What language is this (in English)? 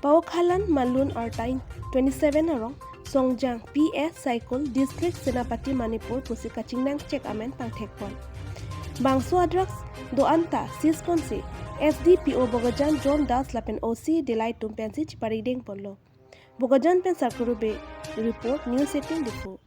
Karbi